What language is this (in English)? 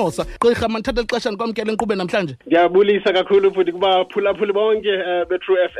Xhosa